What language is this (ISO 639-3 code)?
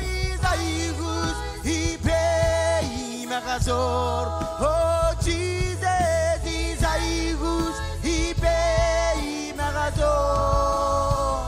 mah